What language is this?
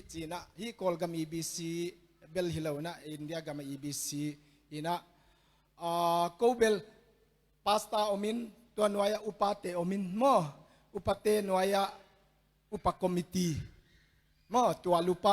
Tedim Chin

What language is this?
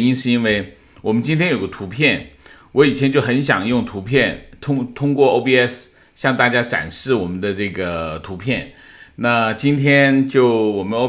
Chinese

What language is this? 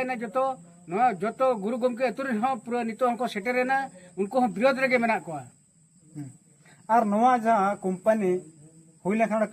Santali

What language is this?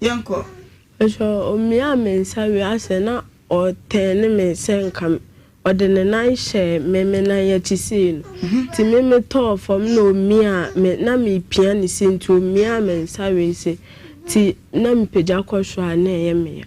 Akan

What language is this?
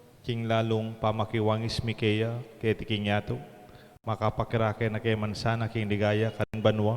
Pampanga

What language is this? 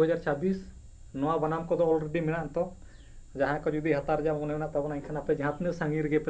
Santali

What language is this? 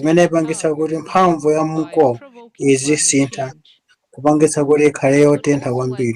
Nyanja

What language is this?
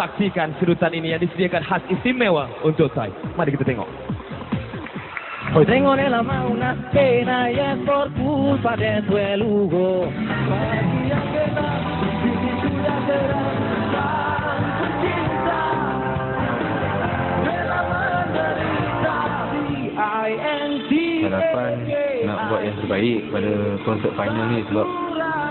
Malay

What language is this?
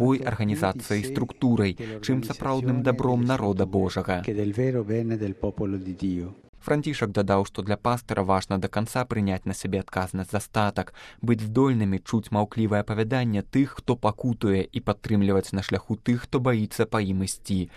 Belarusian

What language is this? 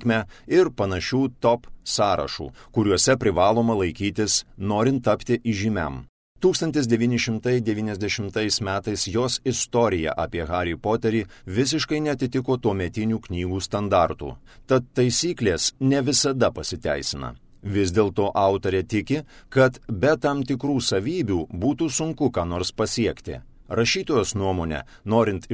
Lithuanian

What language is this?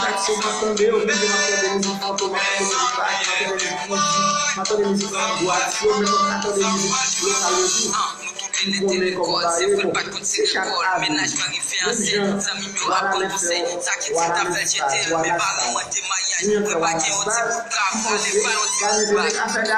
Haitian Creole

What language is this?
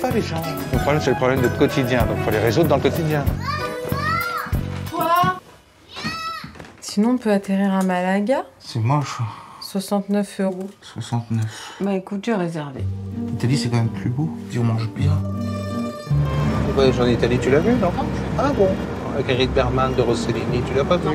French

